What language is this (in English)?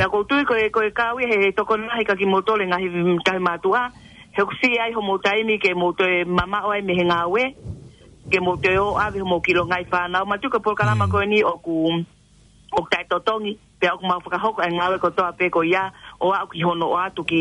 Tongan